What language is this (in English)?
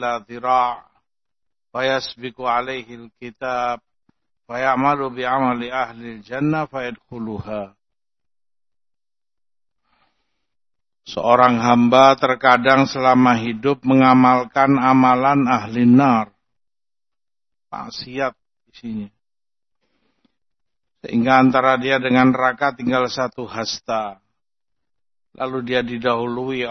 Indonesian